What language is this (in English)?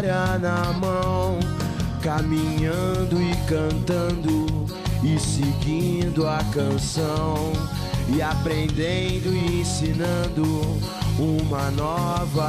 Portuguese